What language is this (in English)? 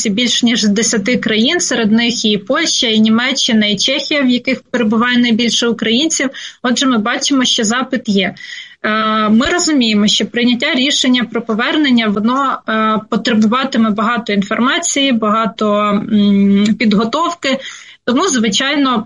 Ukrainian